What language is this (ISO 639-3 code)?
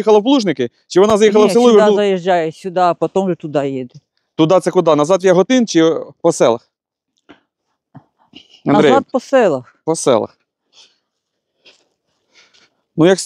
ukr